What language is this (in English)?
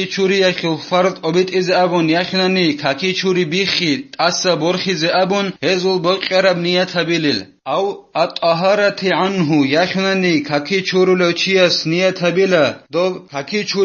Avaric